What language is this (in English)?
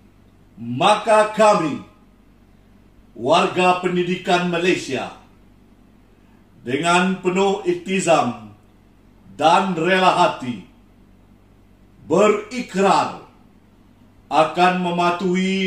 Malay